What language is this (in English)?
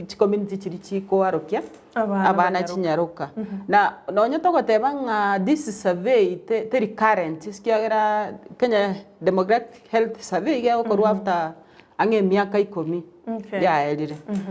Gusii